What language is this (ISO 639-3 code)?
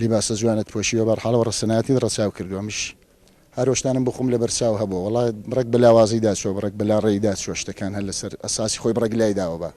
ckb